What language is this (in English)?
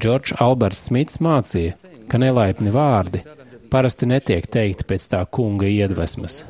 Latvian